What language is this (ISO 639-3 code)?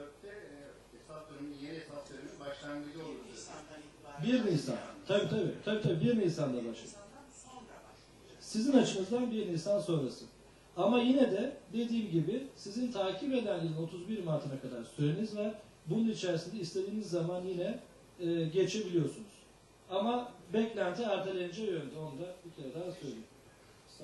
tur